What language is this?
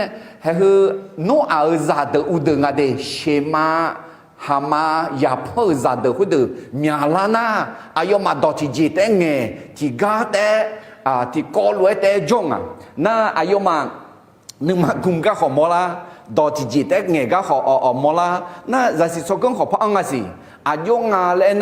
Akha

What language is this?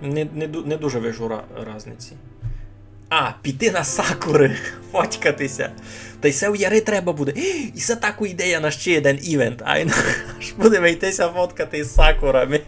Rusyn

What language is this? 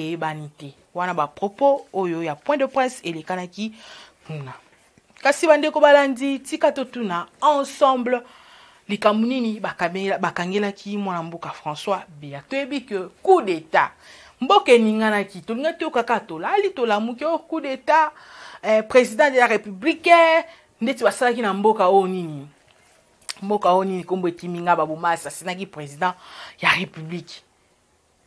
Lingala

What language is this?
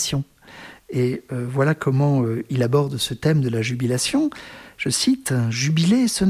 French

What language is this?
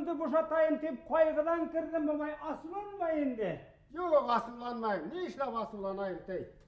Bashkir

